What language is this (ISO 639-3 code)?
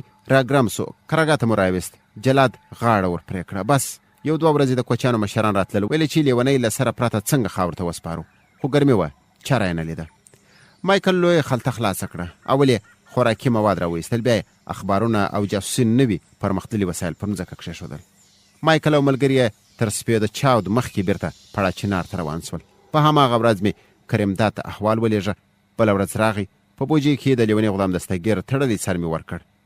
pus